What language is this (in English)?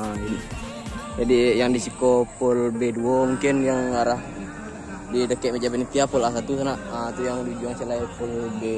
Minangkabau